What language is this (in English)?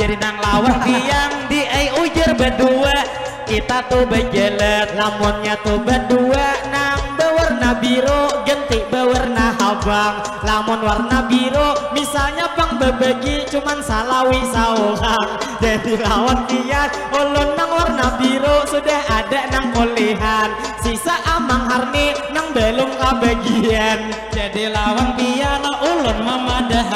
Banjar